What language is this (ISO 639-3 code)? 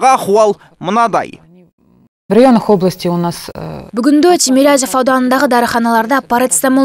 kaz